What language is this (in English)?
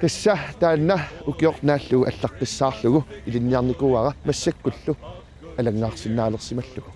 Kalaallisut